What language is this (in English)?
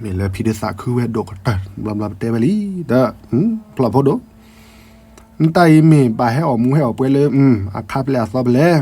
S'gaw Karen